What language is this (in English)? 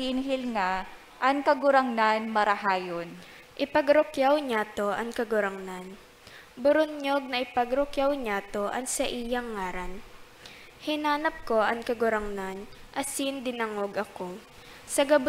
Bikol